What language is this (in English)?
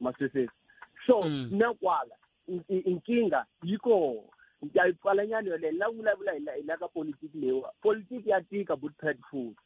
Tsonga